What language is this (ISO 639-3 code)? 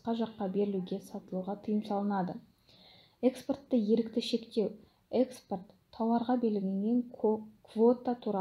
kaz